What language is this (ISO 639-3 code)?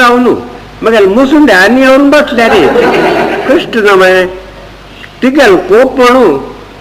kok